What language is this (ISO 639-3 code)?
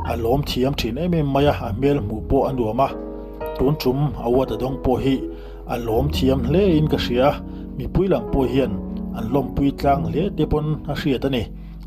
lus